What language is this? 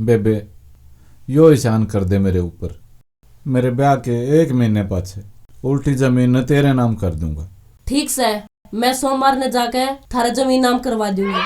Haryanvi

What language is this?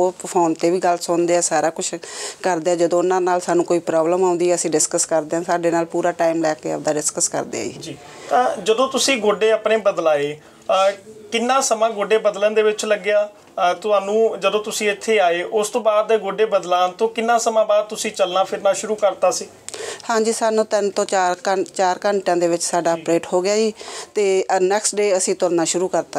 Punjabi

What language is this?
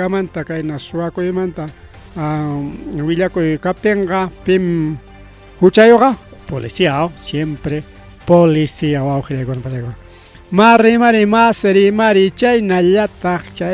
Ayacucho Quechua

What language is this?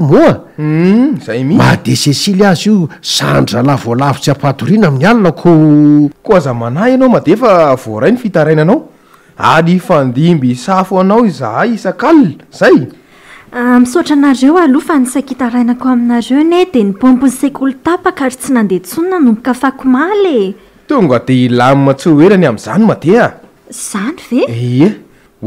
Malagasy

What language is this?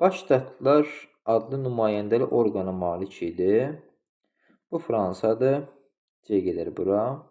Azerbaijani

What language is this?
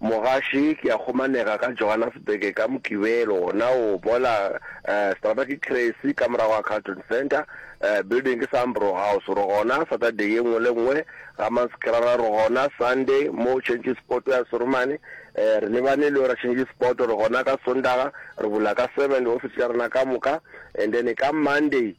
Northern Sotho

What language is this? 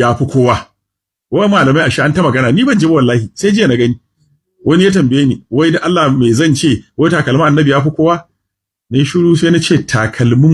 Hausa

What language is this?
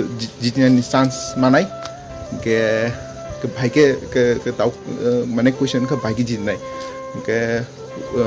Kok Borok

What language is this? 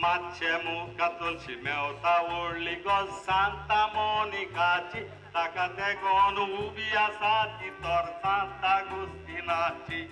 Konkani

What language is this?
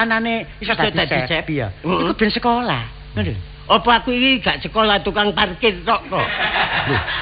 Javanese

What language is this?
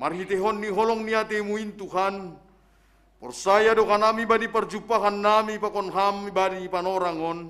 Batak Simalungun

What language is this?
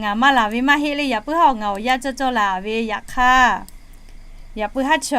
Lahu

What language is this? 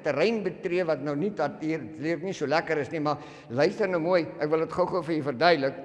Afrikaans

